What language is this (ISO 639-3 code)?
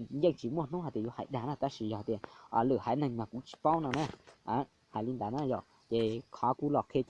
hmn